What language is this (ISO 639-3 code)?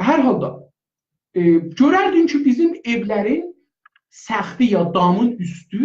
azb